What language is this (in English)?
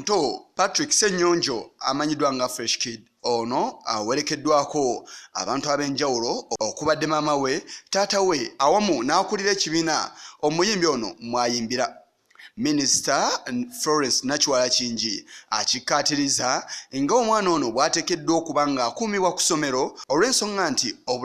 Ganda